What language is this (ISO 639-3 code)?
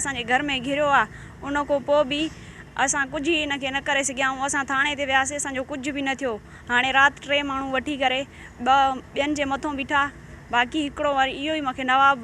snd